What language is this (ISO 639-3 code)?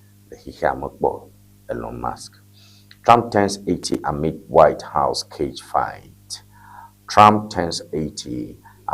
ewe